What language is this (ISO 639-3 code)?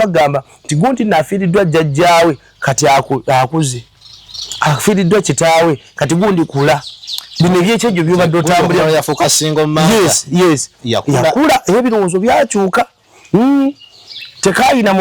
lug